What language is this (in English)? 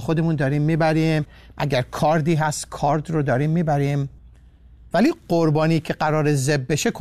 Persian